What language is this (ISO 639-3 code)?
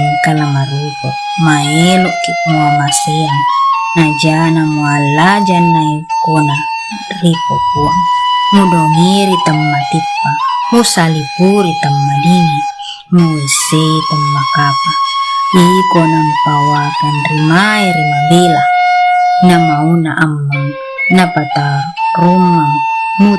bug